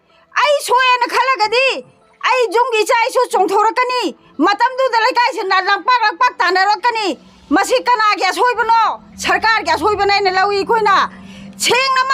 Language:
Manipuri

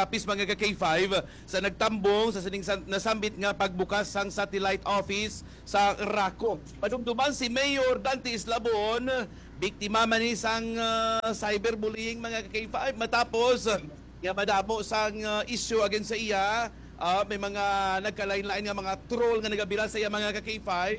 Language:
Hiligaynon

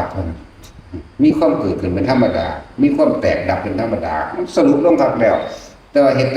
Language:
Northeastern Thai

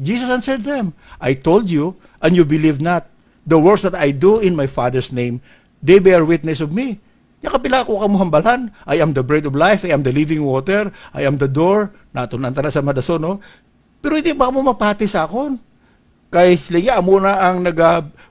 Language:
Hiligaynon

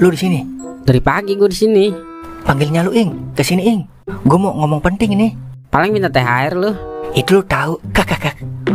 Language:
Betawi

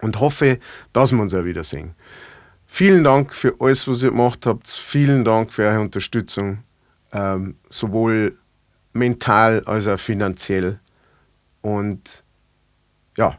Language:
Bavarian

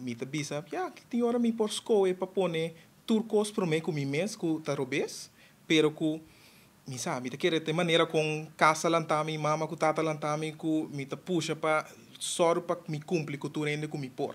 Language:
Papiamento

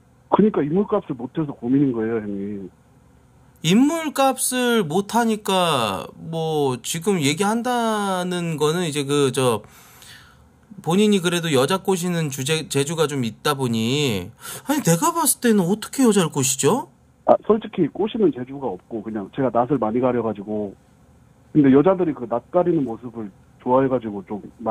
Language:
Korean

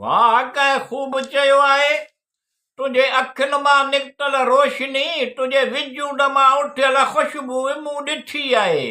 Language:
Sindhi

